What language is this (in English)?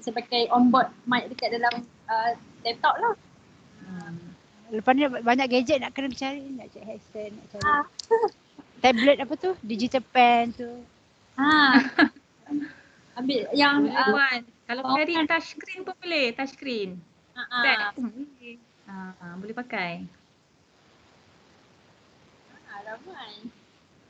Malay